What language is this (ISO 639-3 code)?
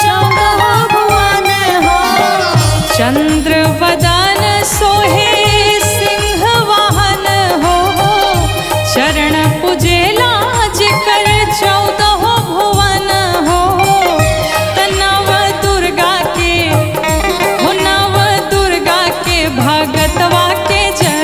bho